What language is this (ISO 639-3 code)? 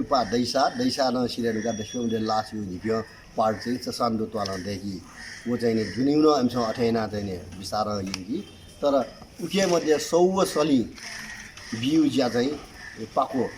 new